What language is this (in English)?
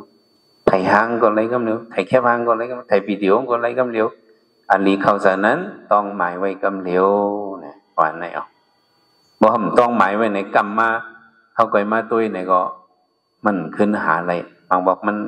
Shan